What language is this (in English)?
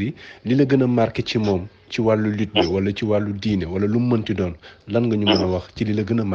Wolof